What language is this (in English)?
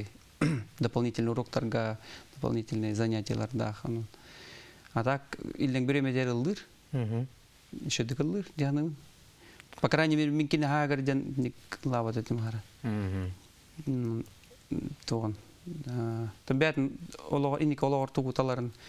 Yakut